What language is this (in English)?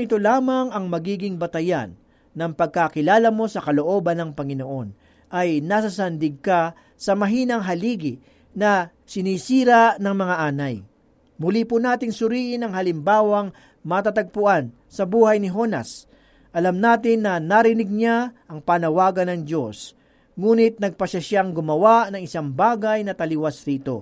Filipino